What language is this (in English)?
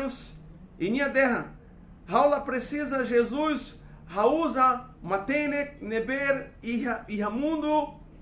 Tetum